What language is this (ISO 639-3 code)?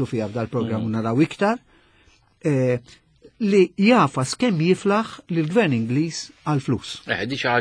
mlt